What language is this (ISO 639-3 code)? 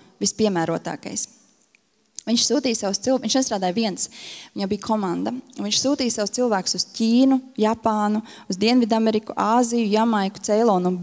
lav